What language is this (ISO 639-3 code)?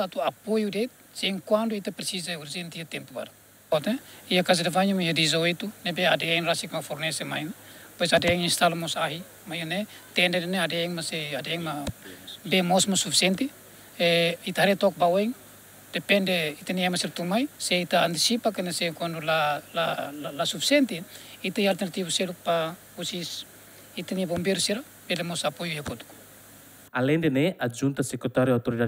tet